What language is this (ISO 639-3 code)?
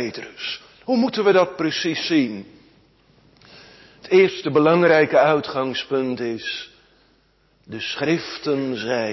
nld